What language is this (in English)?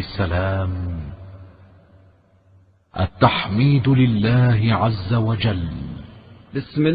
Arabic